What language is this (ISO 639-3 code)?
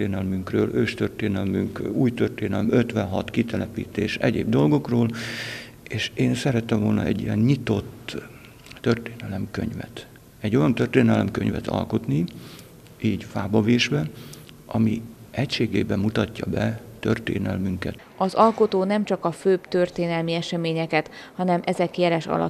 hun